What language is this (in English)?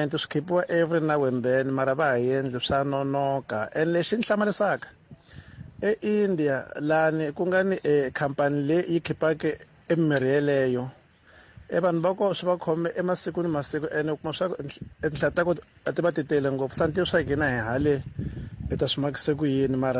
Tsonga